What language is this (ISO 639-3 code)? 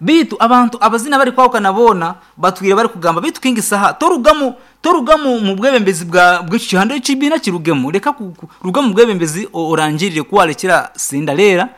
nyn